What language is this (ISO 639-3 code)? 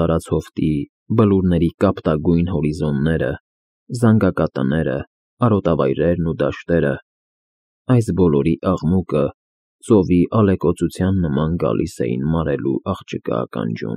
hye